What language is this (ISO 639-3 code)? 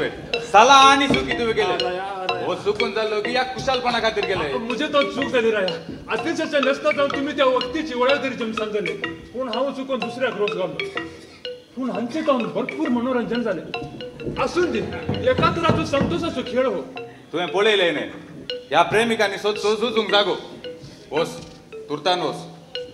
kok